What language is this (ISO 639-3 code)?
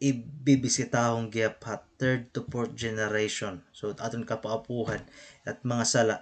war